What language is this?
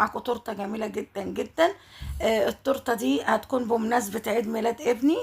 Egyptian Arabic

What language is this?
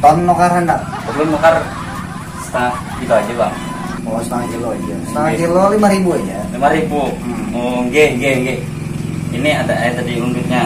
Banjar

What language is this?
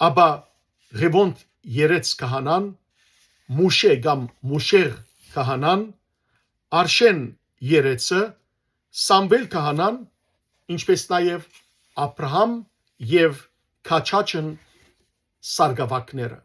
Western Armenian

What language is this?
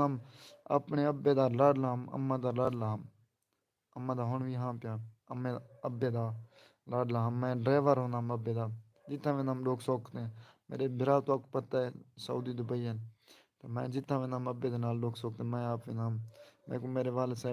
Saraiki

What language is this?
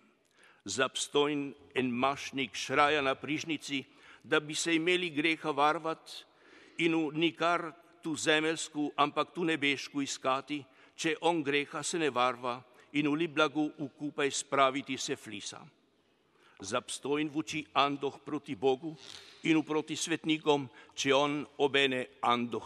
Slovenian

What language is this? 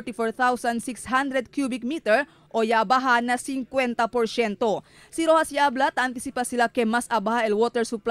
Chavacano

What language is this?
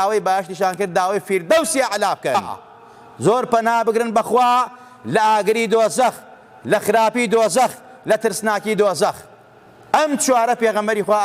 Central Kurdish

